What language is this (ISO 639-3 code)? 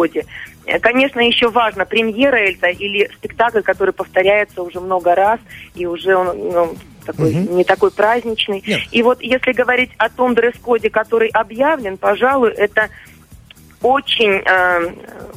rus